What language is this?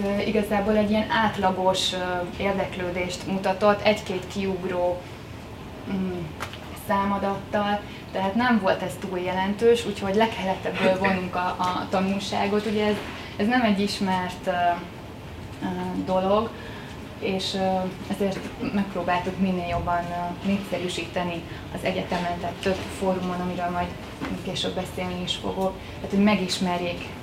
Hungarian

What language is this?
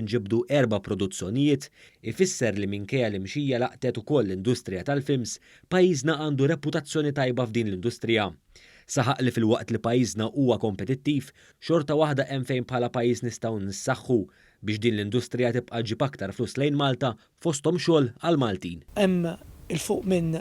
Maltese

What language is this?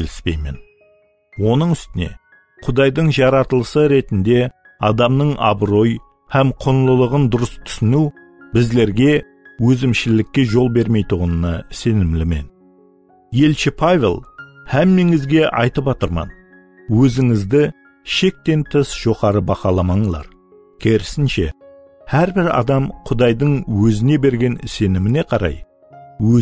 Kara-Kalpak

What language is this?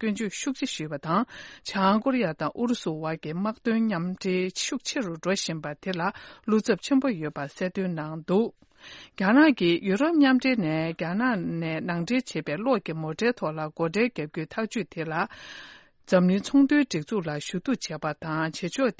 Tibetan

